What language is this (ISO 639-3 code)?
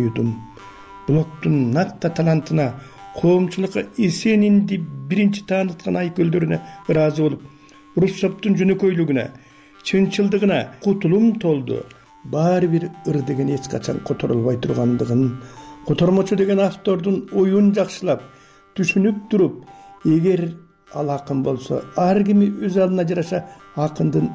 kir